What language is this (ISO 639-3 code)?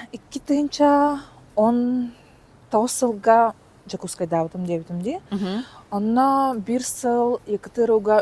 sah